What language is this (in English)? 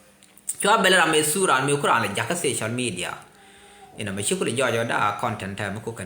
Nuer